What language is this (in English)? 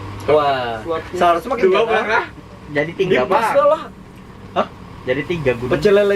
Banjar